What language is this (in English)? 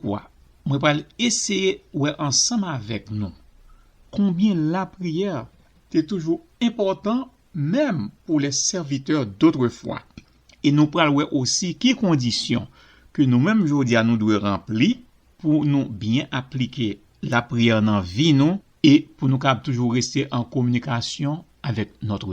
Haitian Creole